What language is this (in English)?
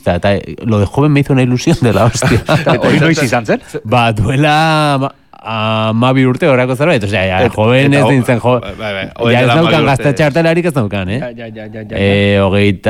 Basque